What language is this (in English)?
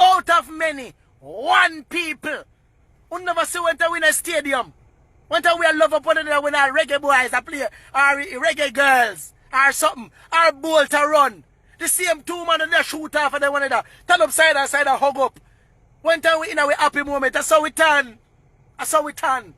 Jamaican Creole English